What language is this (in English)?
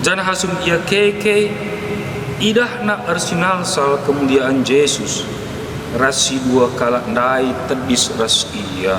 Batak Karo